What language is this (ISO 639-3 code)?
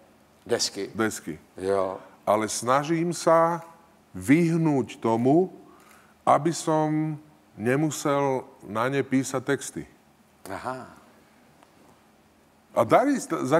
ces